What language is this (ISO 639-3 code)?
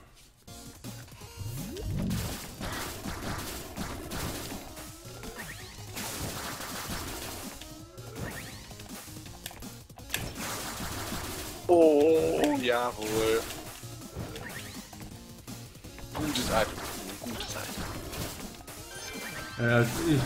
deu